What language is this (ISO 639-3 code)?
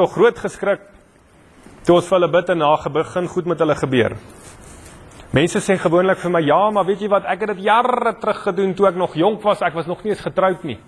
afr